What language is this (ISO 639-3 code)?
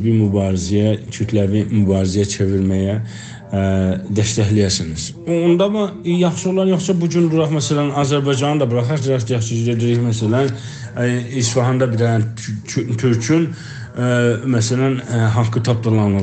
azb